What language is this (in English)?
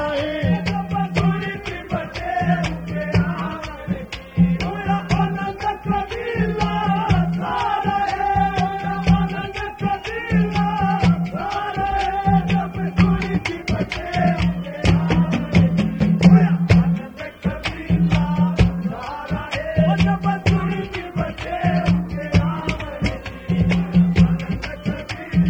Haryanvi